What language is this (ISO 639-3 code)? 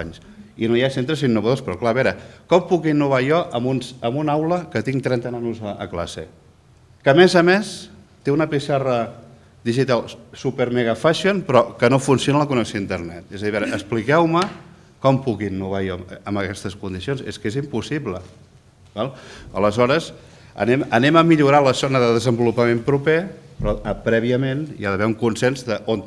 cat